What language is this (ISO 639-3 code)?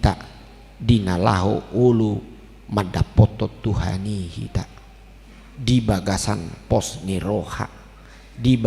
bbc